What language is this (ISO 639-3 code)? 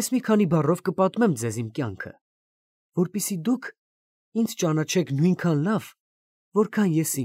hye